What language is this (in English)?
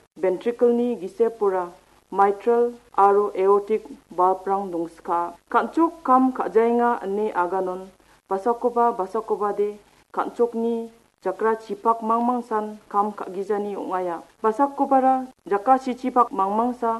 Garo